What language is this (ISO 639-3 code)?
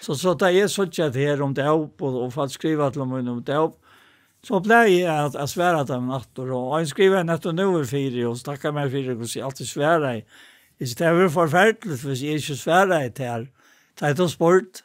fao